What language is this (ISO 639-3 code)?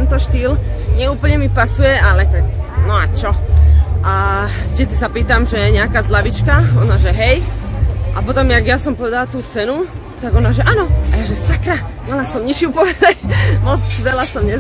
slk